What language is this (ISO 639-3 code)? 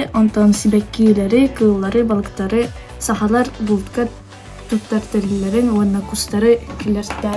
sah